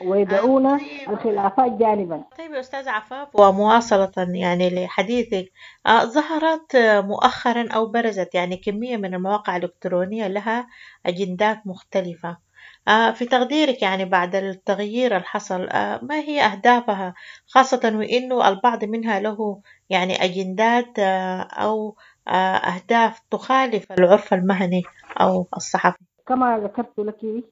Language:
Sudanese Arabic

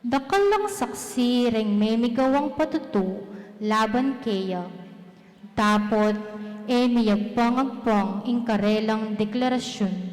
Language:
Pampanga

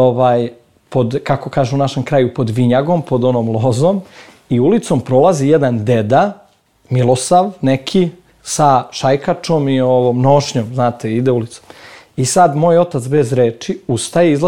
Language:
Serbian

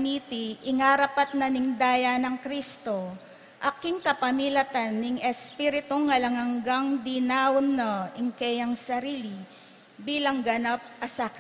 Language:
Pampanga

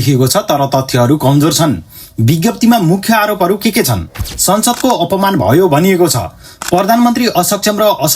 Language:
Nepali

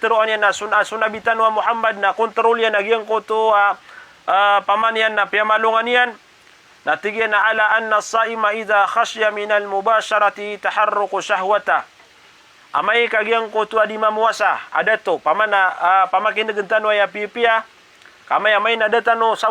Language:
Maranao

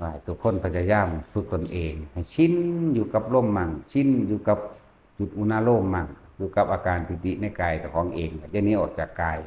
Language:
Lao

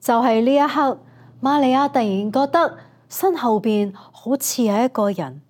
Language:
Cantonese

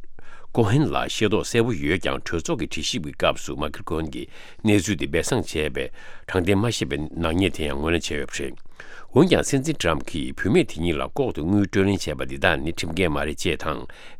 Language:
Tibetan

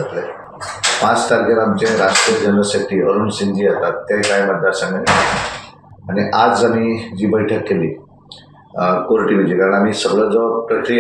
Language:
Konkani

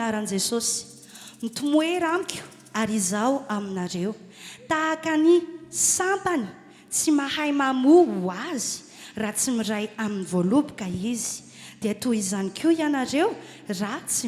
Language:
Malagasy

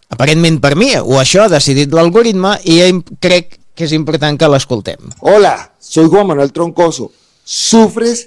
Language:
Catalan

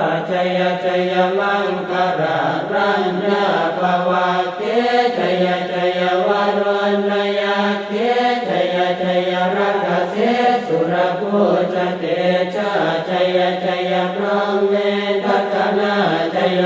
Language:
Pali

